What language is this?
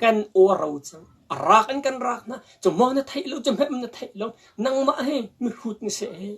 Hakha Chin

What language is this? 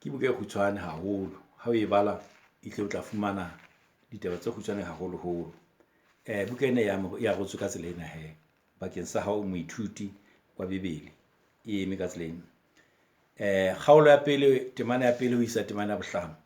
Southern Sotho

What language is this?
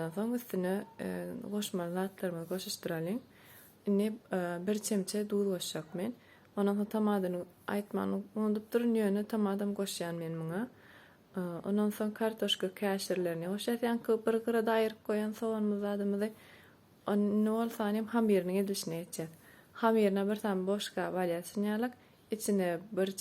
Turkmen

